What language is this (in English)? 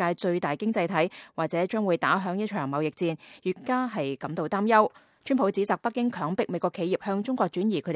Cantonese